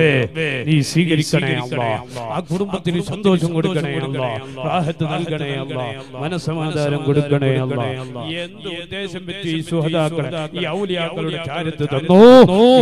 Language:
Malayalam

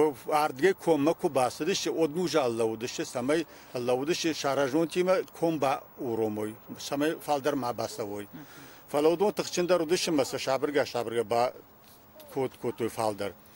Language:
Ossetic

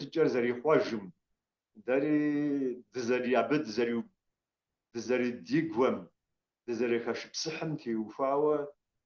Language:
Kabardian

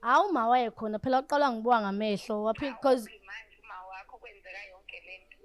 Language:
Zulu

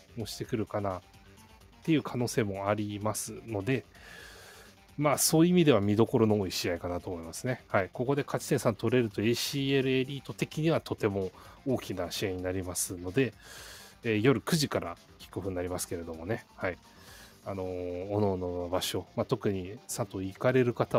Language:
Japanese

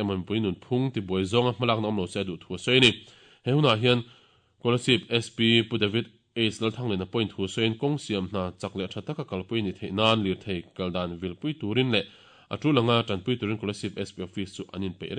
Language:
Mizo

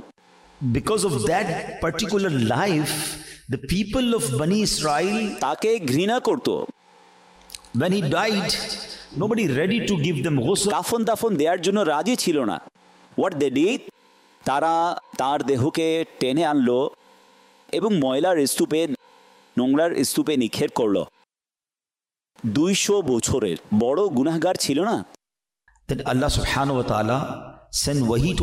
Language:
Bangla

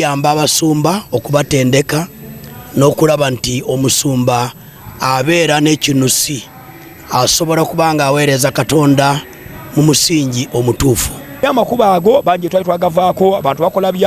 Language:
Ganda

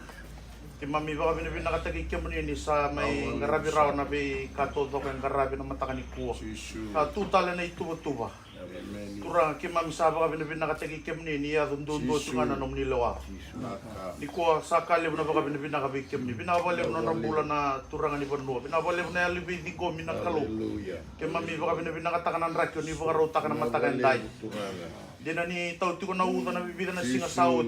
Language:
Fijian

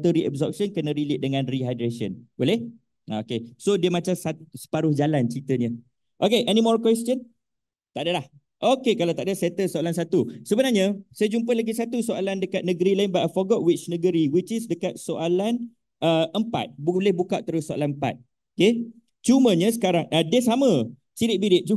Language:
Malay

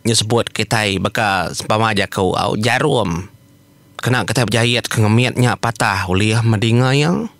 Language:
Iban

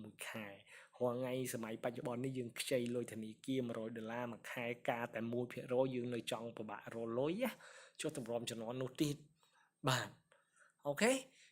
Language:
Khmer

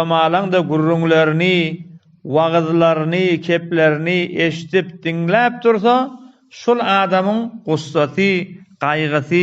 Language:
Turkmen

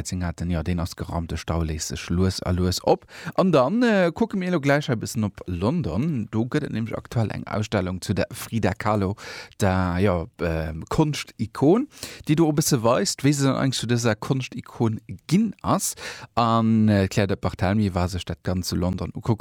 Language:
Luxembourgish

